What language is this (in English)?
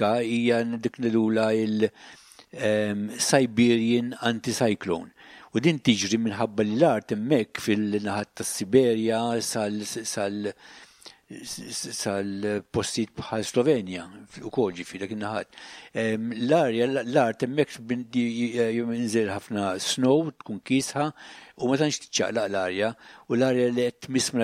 Maltese